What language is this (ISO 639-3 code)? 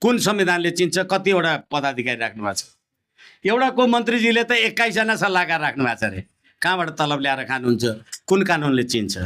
nep